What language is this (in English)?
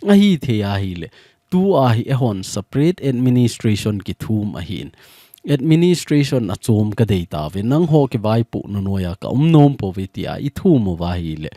Thado Chin